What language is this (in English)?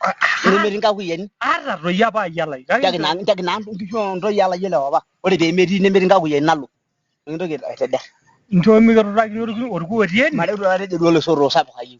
Masai